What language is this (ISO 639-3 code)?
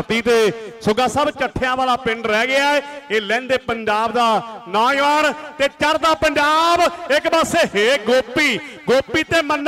pan